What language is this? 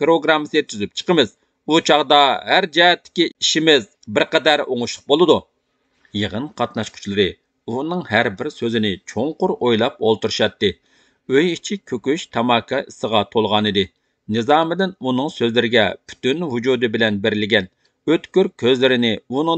Uyghur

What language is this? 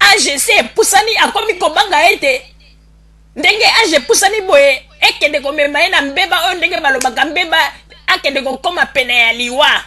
Lingala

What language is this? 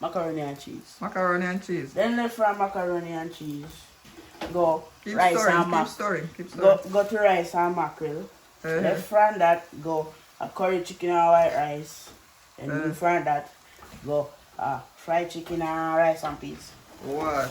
Jamaican Creole English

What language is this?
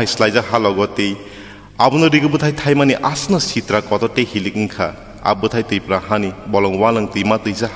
Kok Borok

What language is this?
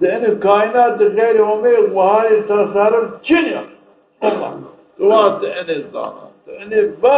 Zaza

